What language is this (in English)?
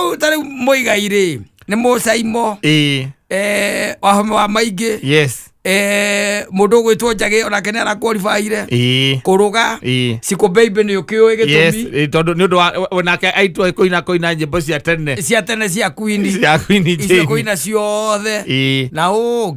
Kikuyu